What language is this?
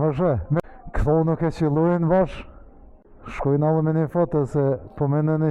Albanian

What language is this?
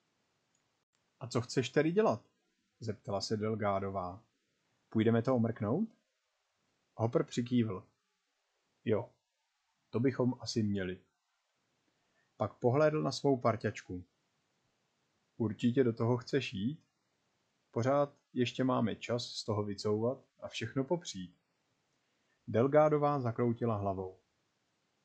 Czech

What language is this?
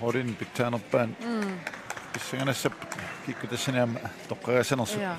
Kalaallisut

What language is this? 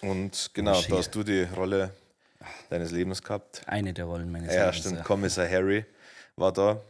Bavarian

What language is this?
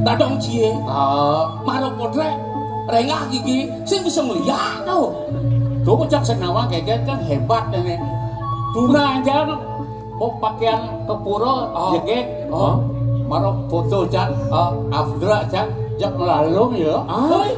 Balinese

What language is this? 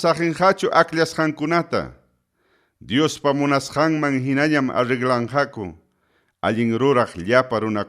Ayacucho Quechua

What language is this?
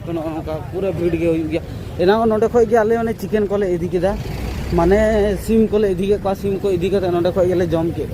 Santali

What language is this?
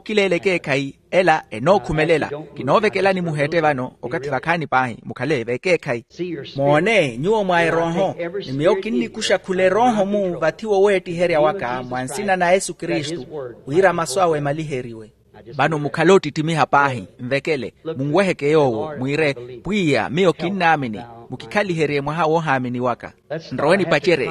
Makhuwa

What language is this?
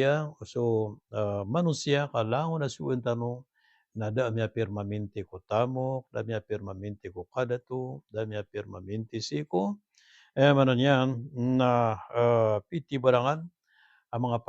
Maranao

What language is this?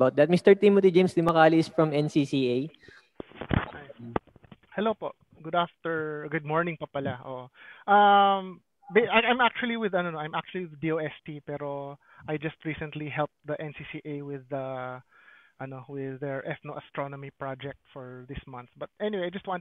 Filipino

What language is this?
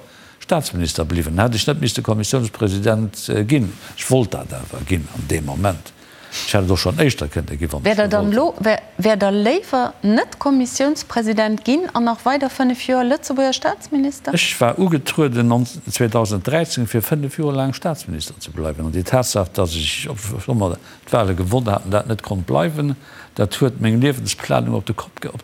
Luxembourgish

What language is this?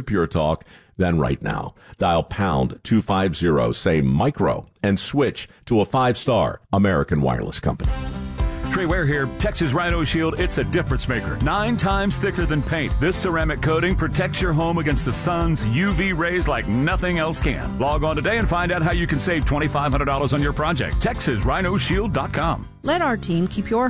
English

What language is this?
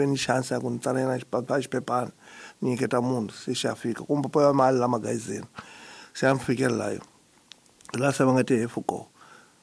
Tsonga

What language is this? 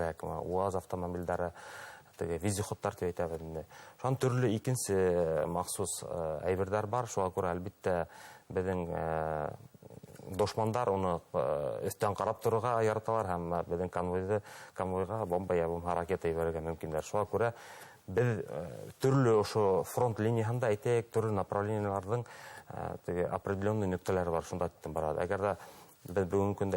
Bashkir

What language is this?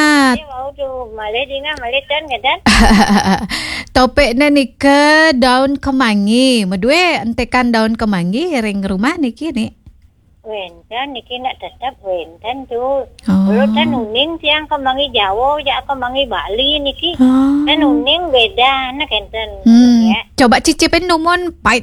Balinese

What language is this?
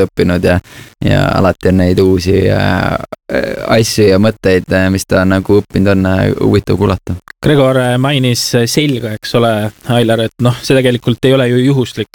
Estonian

